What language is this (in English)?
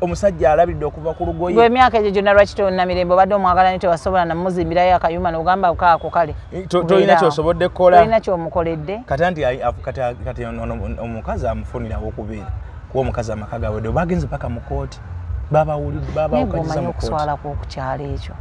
Ganda